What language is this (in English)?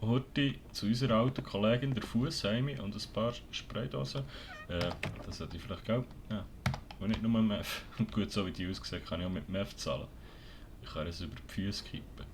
Swiss German